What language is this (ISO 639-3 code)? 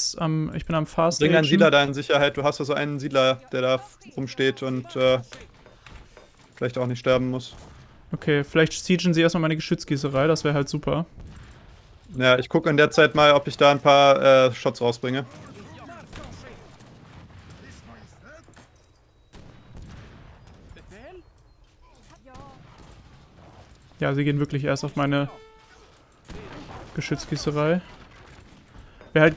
deu